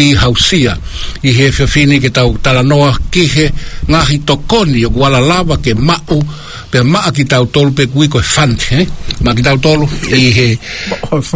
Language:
Tongan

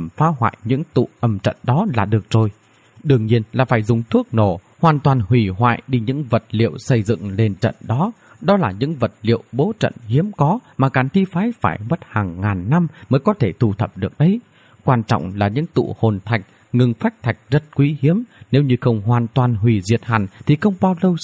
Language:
Vietnamese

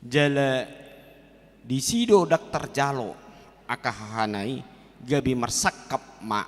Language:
Batak Toba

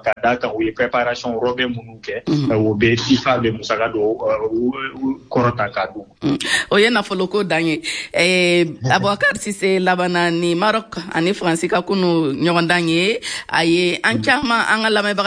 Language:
Bambara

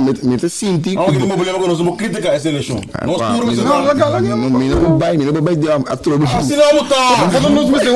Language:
Papiamento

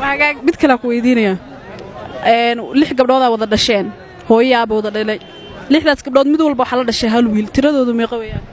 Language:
Somali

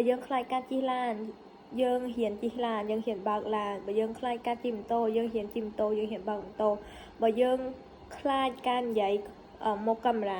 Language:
Khmer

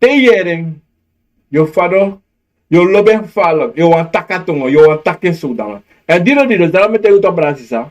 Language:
Sranan Tongo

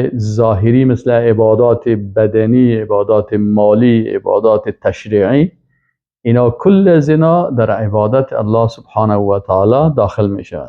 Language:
Persian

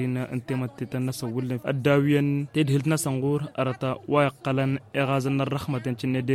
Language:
Tamasheq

